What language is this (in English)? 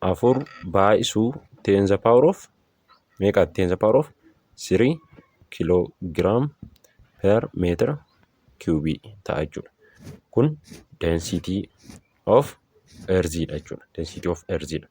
Oromo